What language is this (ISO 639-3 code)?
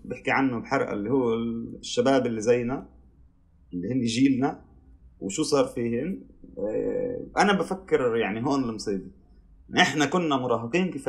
apc